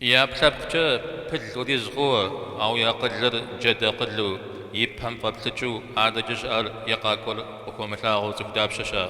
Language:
Kabardian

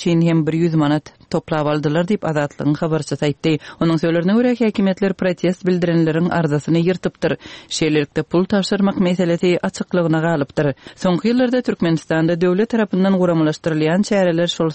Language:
Turkmen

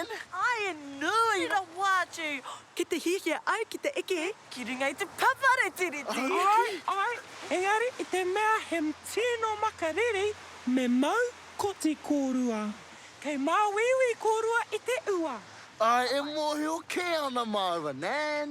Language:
Māori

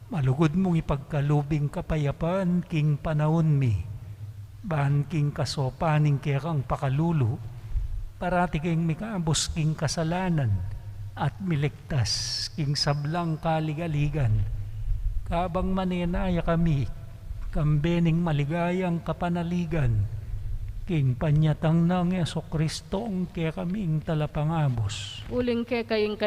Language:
Pampanga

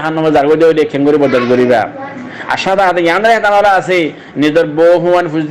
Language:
Rohingya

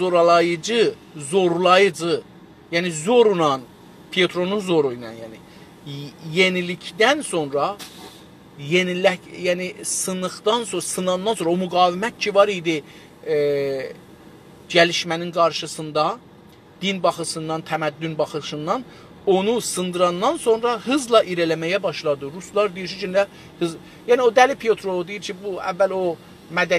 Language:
South Azerbaijani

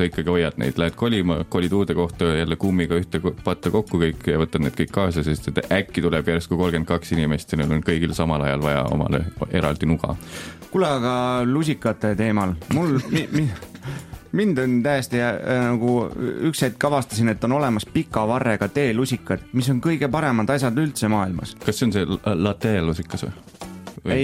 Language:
Estonian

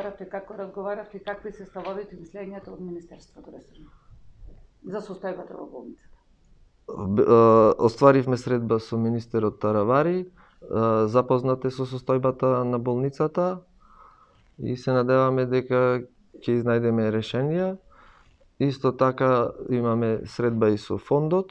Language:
Macedonian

